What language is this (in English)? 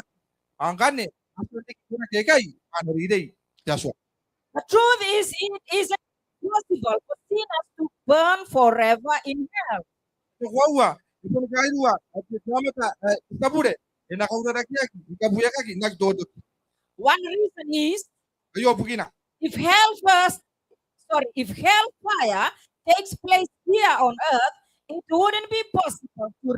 Gilbertese